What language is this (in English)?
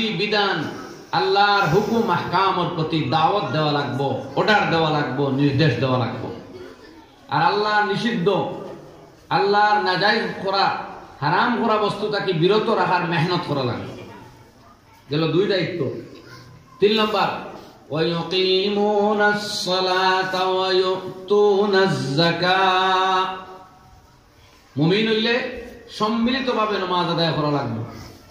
Bangla